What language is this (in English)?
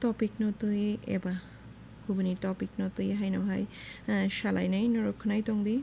Kok Borok